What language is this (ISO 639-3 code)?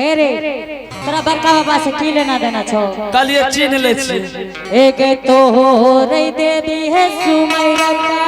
anp